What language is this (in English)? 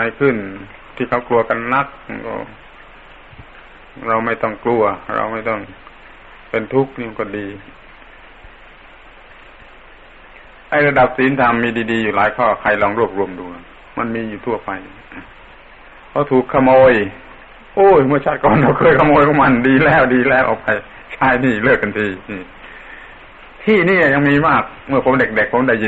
Thai